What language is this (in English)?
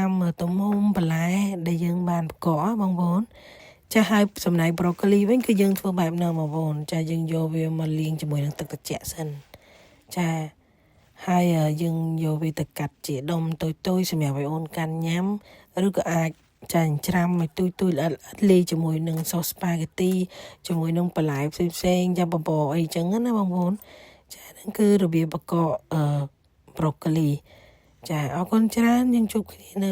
Khmer